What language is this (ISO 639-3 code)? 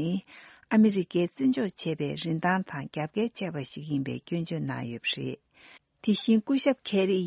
bod